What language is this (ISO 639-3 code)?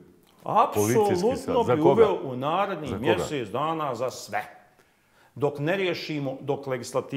bos